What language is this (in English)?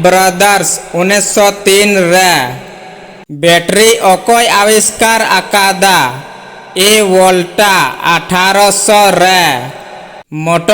Santali